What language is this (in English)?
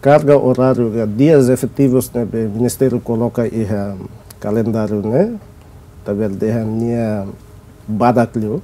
Tetum